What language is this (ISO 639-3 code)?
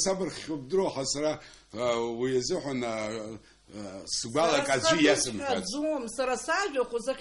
abk